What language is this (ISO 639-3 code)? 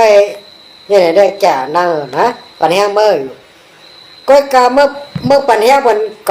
shn